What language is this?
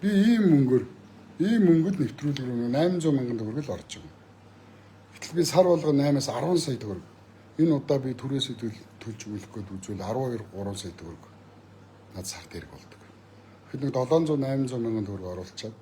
Mongolian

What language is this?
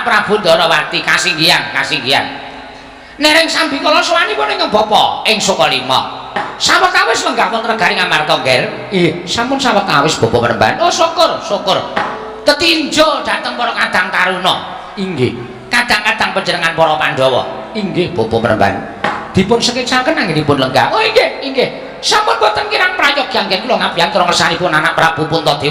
Javanese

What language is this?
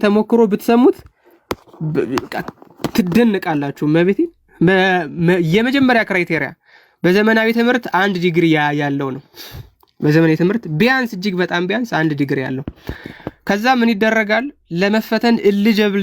Amharic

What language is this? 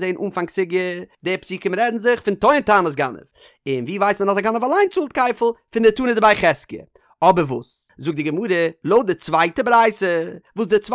Yiddish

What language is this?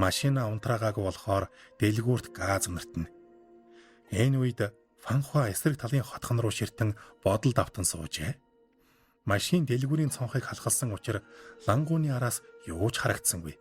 Mongolian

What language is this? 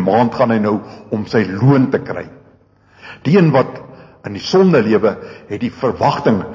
Afrikaans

